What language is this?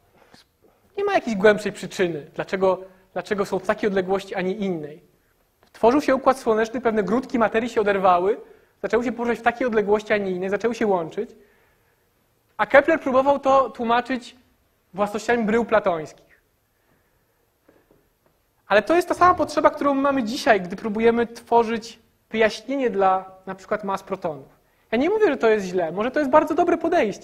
Polish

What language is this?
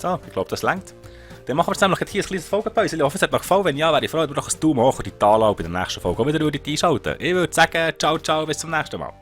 Swiss German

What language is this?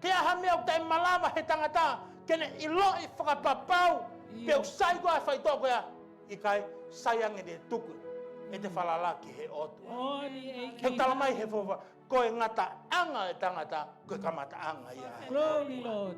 Tongan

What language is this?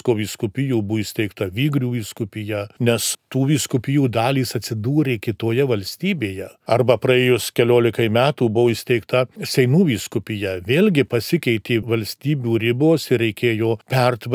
Lithuanian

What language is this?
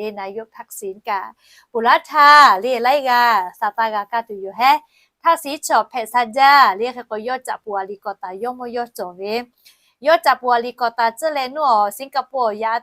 Lahu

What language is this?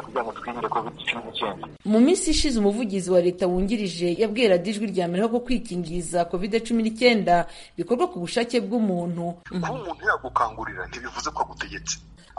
Kinyarwanda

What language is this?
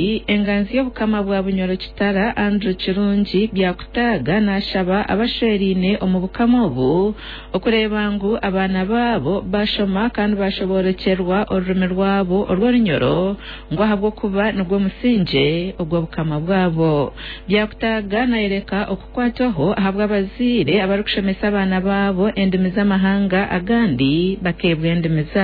Nyankole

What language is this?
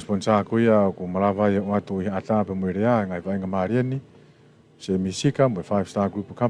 Tongan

